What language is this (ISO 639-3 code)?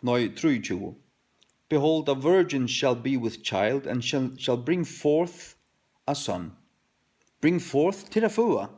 fao